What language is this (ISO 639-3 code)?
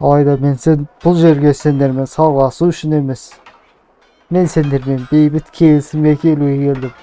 kaz